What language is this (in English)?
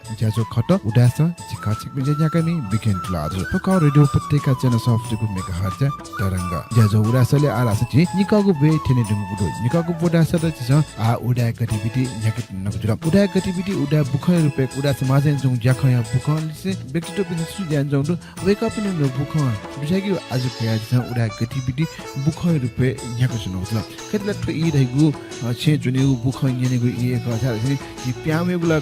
Newari